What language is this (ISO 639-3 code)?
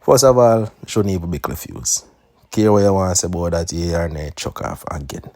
jam